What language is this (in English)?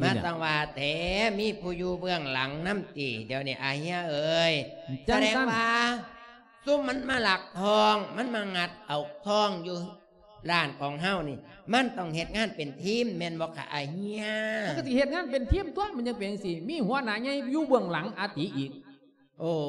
Lao